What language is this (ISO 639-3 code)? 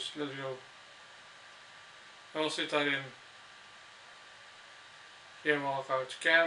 nld